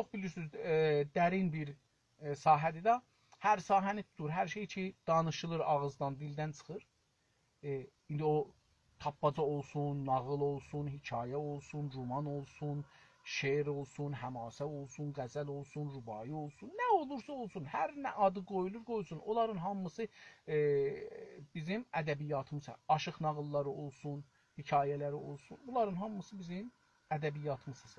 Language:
South Azerbaijani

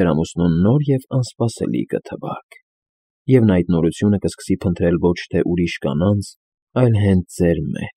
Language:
Armenian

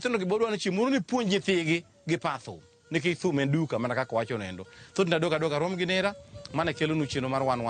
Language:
Luo (Kenya and Tanzania)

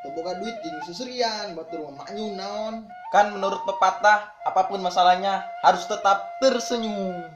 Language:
Sundanese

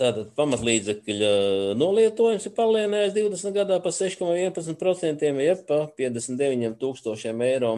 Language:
Latvian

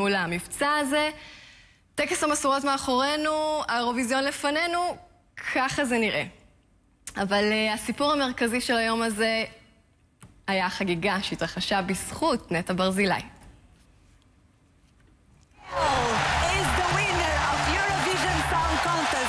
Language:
Hebrew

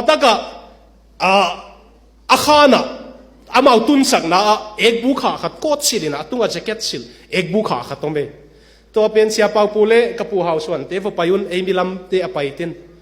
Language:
Tedim Chin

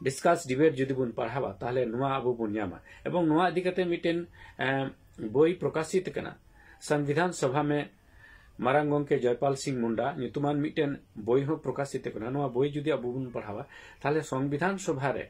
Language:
Santali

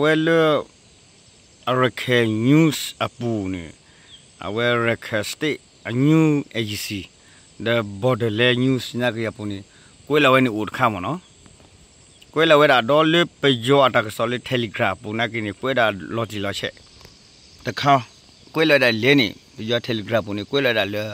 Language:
S'gaw Karen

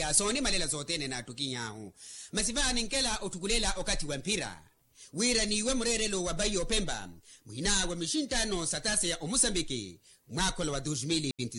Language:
Makhuwa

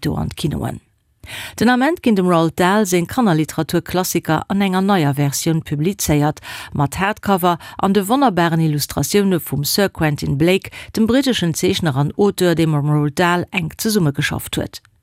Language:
Luxembourgish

